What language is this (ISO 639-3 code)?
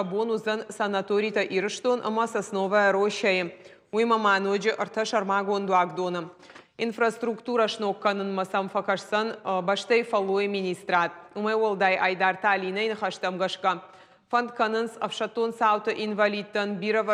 oss